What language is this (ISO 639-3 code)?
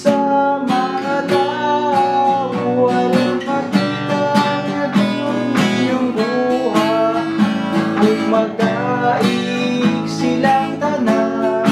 ceb